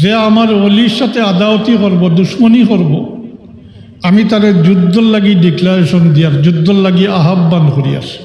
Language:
Sylheti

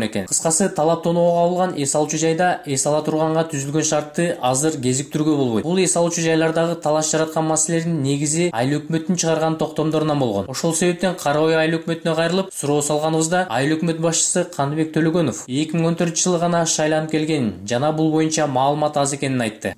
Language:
Kyrgyz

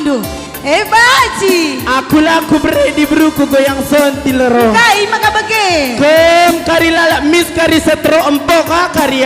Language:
Batak Karo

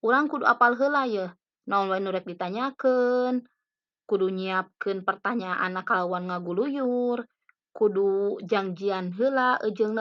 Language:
Sundanese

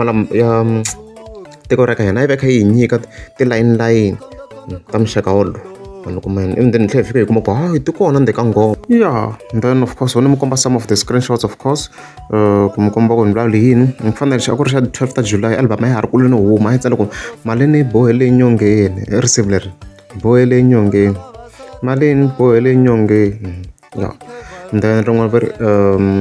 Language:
Tsonga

